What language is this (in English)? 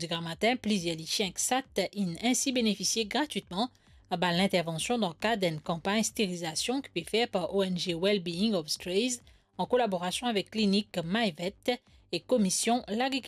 Morisyen